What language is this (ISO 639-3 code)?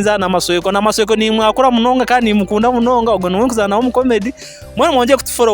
nyn